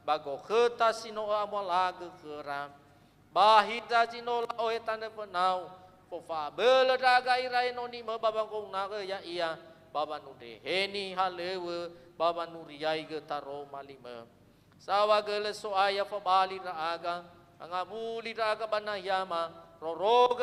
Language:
Nias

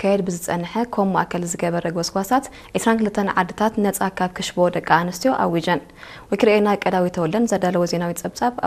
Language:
Tigrinya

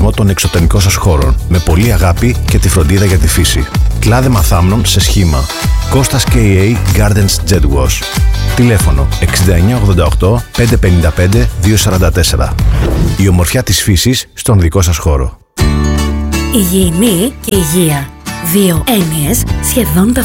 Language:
Greek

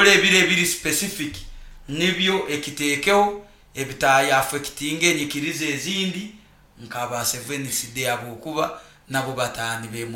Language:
Nyoro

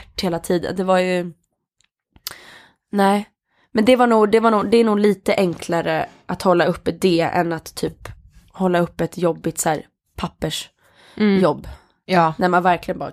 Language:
Swedish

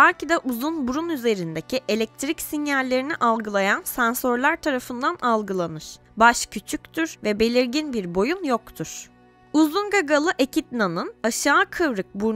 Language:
Turkish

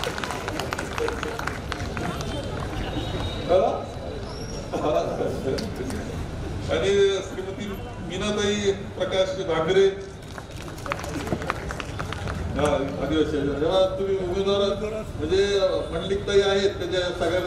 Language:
Marathi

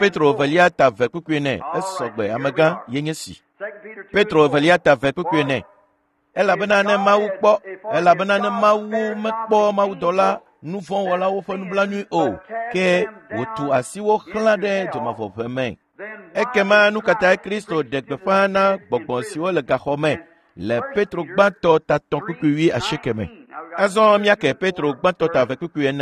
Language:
Ewe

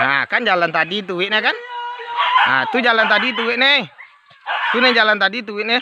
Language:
Minangkabau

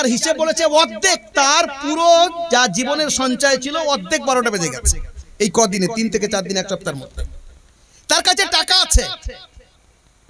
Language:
Bangla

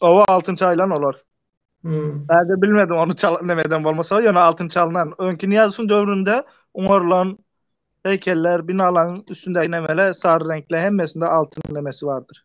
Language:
Turkmen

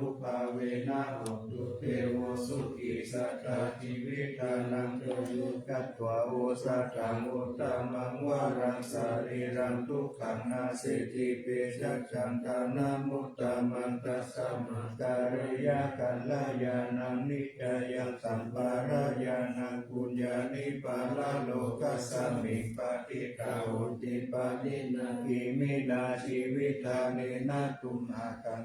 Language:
Pali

